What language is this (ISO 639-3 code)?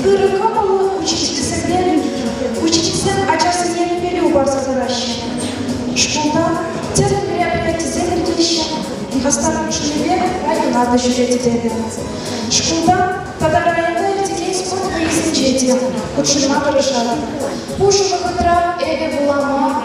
chv